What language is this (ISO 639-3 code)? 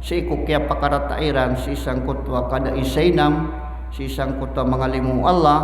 mrw